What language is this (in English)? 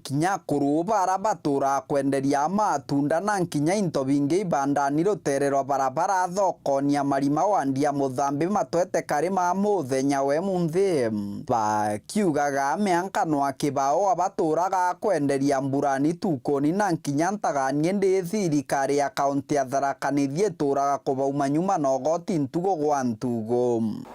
Meru